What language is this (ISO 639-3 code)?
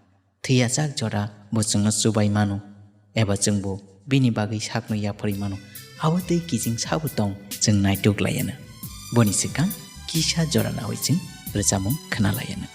trp